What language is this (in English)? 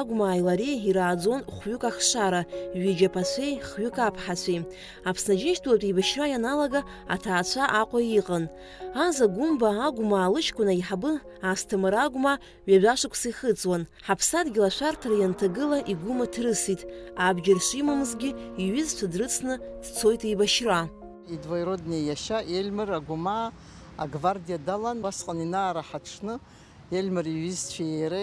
Abkhazian